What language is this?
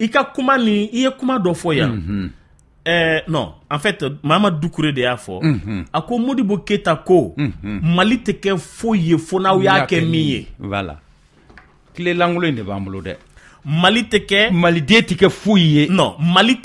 Bambara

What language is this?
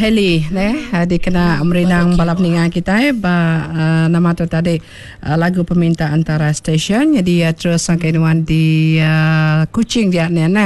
Iban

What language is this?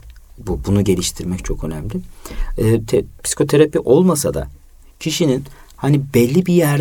Turkish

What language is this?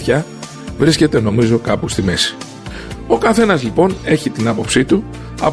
Greek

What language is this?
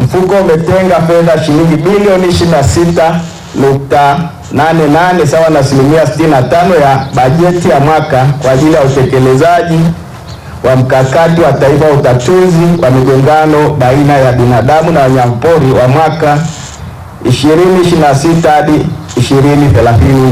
Swahili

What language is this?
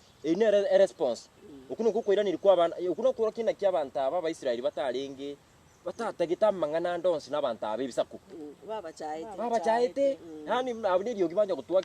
Gusii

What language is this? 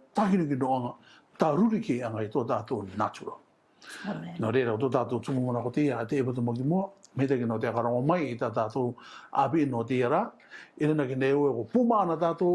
Rarotongan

